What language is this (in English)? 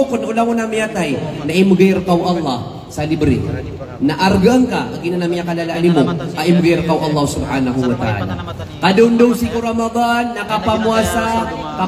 Maranao